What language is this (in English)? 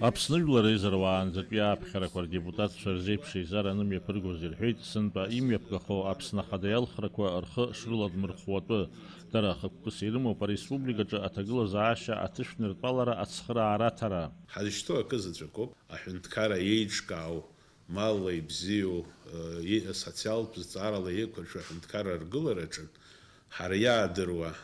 Abkhazian